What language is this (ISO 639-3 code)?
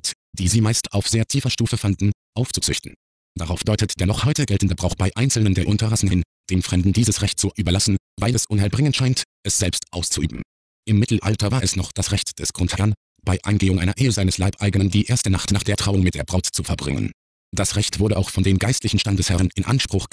deu